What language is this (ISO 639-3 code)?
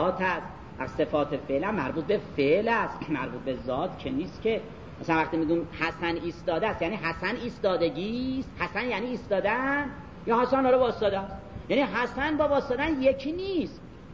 fas